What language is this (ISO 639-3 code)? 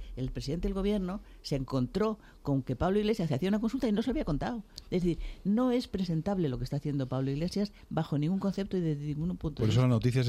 spa